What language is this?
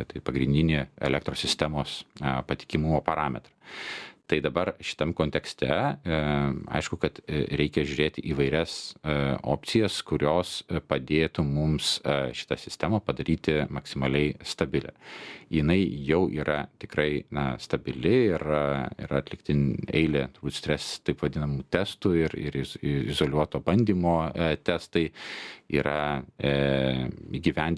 Lithuanian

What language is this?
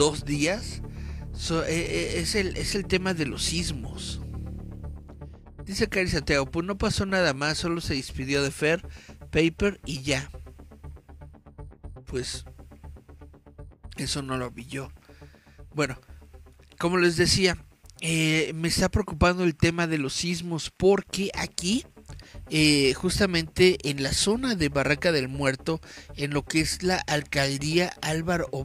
Spanish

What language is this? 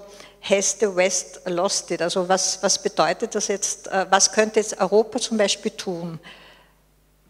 German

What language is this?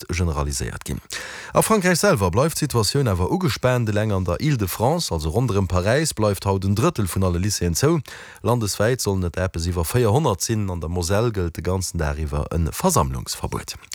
Luxembourgish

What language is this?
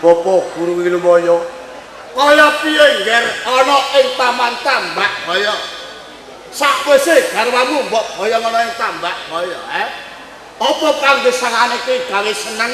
Javanese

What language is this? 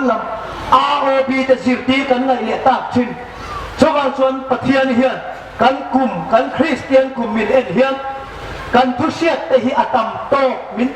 Hmar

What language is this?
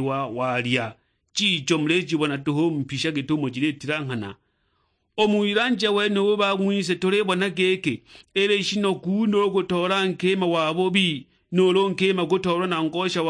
Sukuma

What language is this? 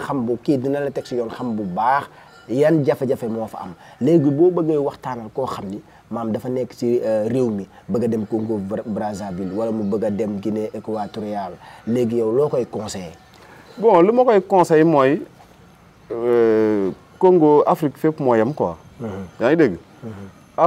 Wolof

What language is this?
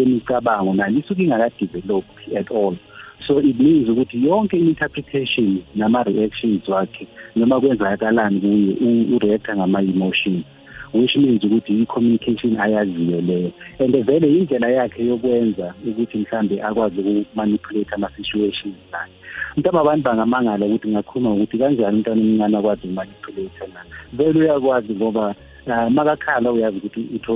South Ndebele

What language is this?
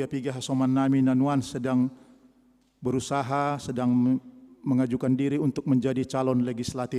Batak Simalungun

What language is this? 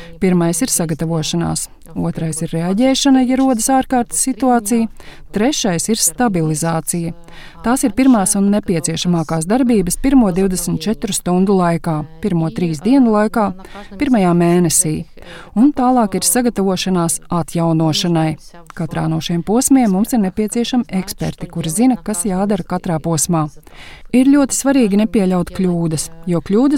Latvian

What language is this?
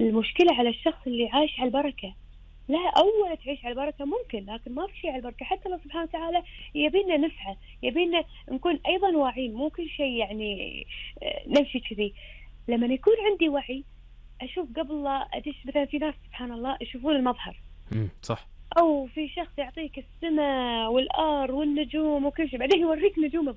Gulf Arabic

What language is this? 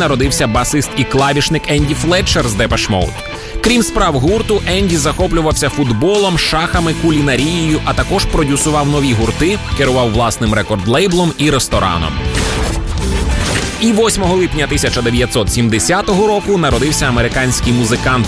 Ukrainian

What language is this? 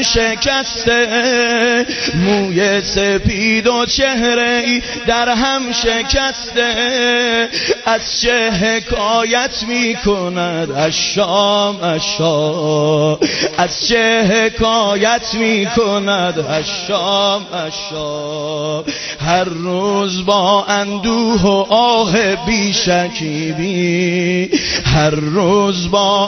Persian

